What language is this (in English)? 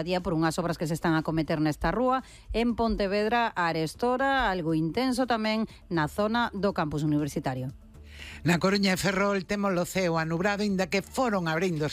Galician